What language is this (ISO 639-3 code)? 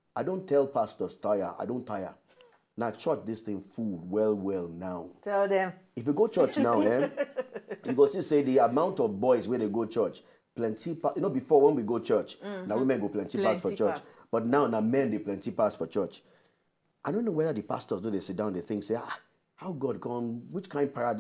pcm